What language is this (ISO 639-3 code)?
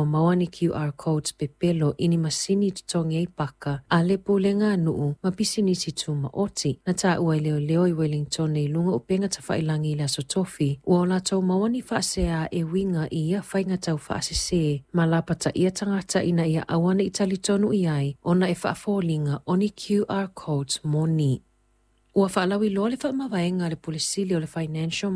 smo